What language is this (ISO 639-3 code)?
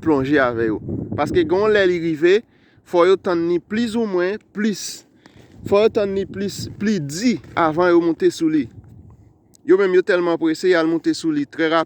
hat